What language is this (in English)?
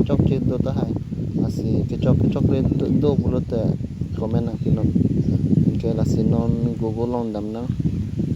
Karbi